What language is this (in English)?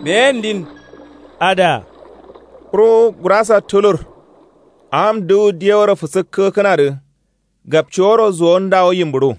Kanuri